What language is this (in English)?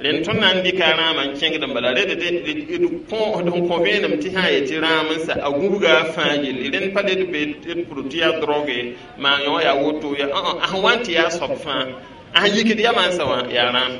Mossi